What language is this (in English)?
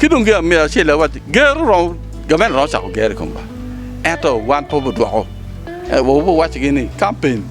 Acoli